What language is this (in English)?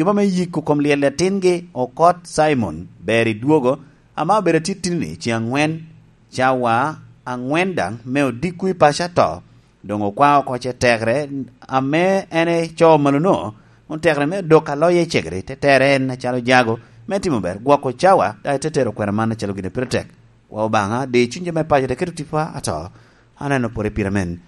Lango (Uganda)